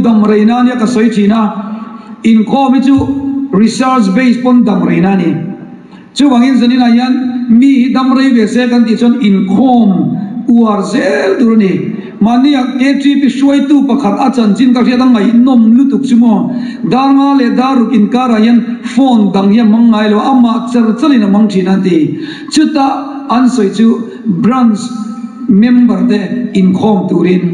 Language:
Mizo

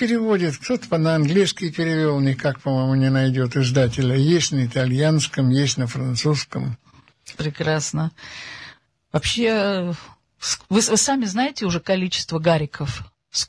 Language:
Russian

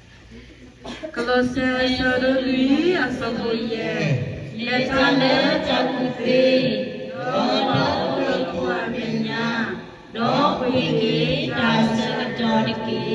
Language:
S'gaw Karen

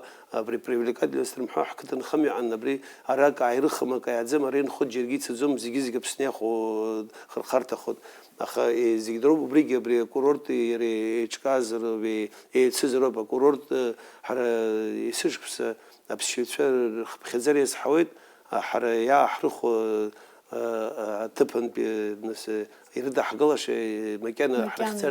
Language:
Abkhazian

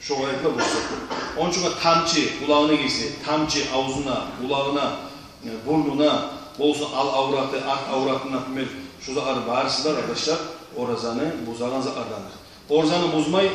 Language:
Kumyk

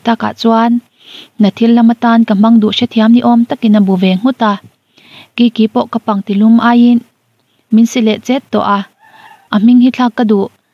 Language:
Mizo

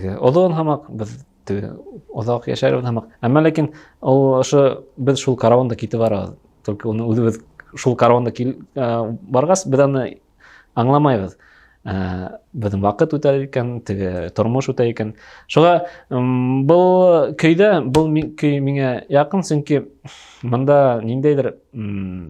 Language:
Bashkir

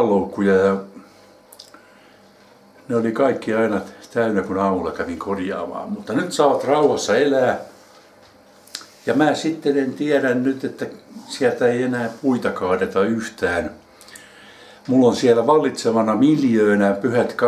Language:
Finnish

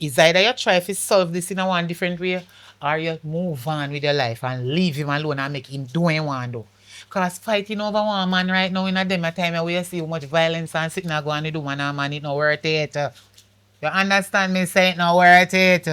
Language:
Jamaican Creole English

